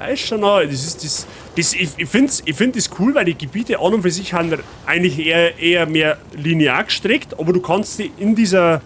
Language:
Bavarian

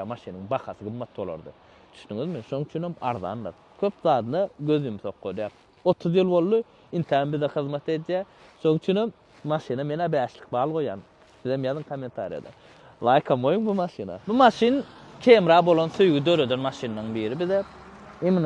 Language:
Turkmen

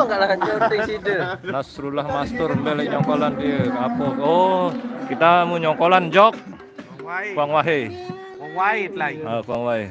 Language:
Sasak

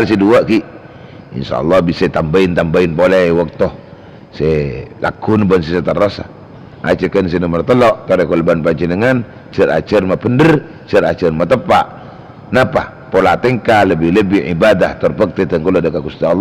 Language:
Madurese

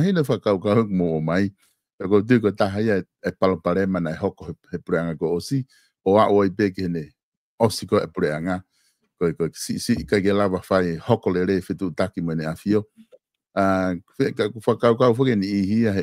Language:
Tongan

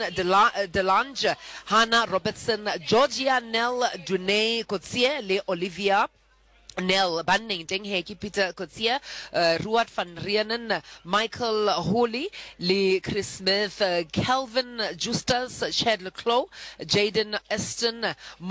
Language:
Southern Sotho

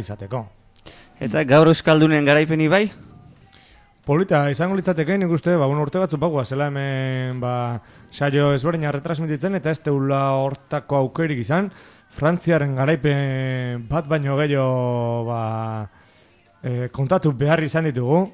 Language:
Basque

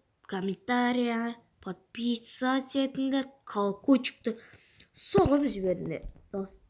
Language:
Kazakh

